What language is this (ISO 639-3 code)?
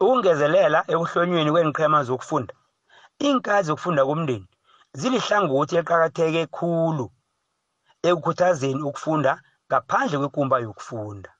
nbl